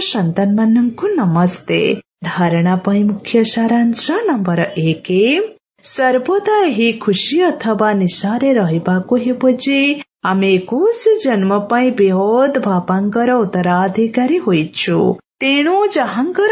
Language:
Odia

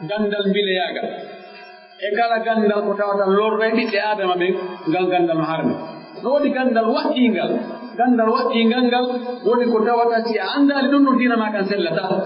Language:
Pular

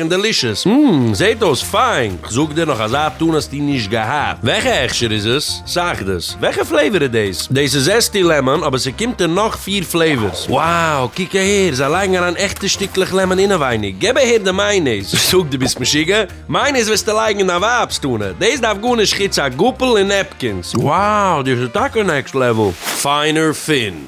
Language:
Yiddish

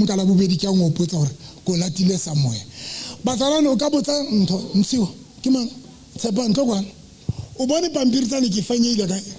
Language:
Southern Sotho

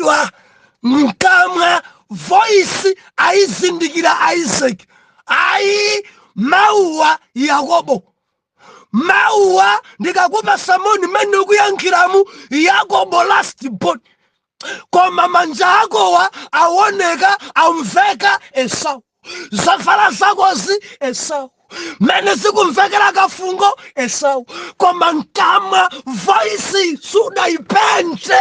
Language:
Nyanja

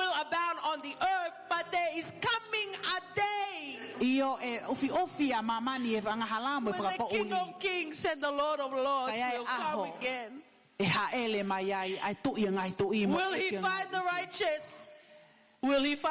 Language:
Tongan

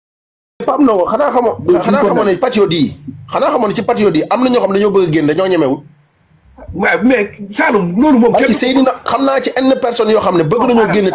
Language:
Wolof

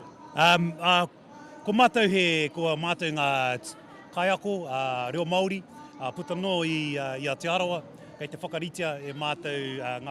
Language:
Māori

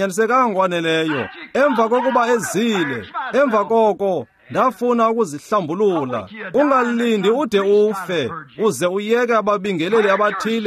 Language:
Xhosa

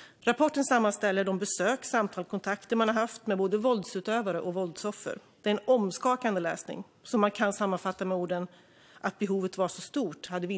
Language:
Swedish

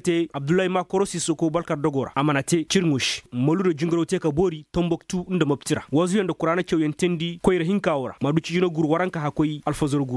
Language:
Koyraboro Senni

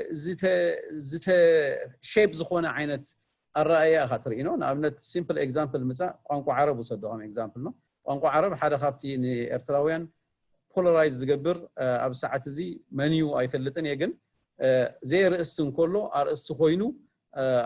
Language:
Tigrinya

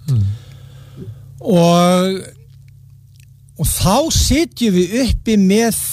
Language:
Icelandic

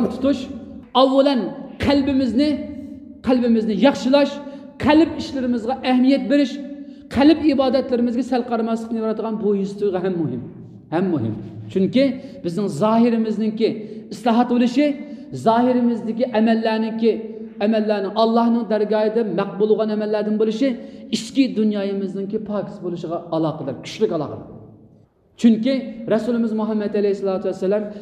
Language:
Uyghur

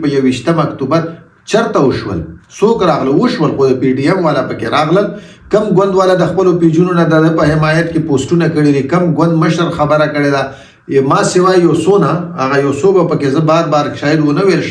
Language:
Pashto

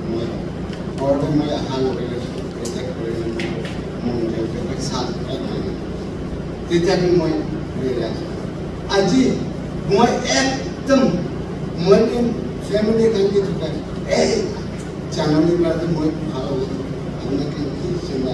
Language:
Naga Pidgin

